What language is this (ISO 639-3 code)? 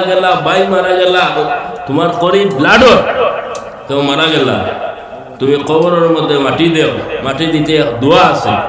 syl